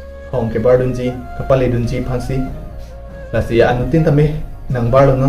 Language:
Karbi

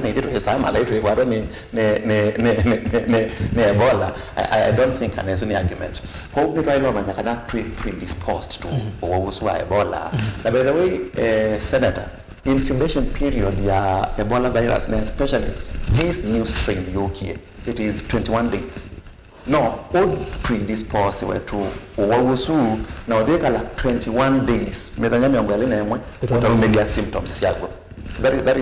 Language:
Kamba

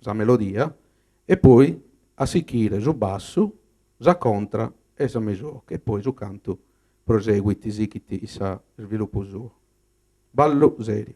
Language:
Sardinian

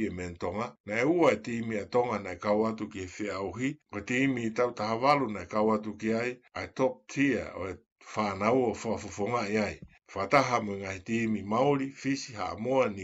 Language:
Tongan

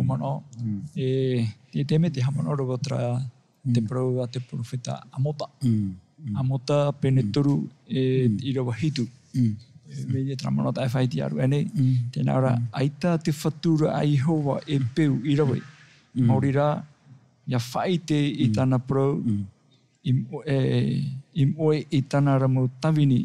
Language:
Tahitian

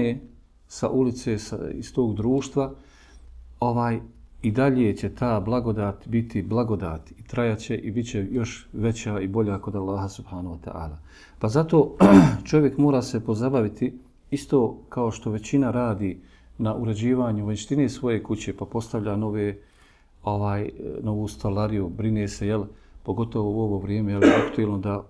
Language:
Bosnian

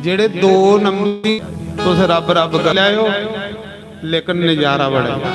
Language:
Dogri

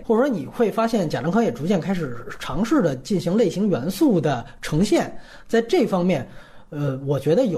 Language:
Chinese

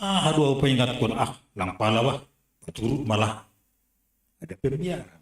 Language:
Batak Simalungun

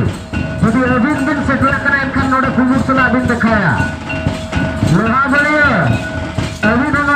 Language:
Santali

